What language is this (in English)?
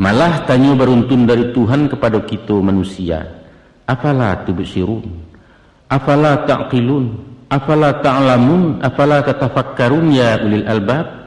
Minangkabau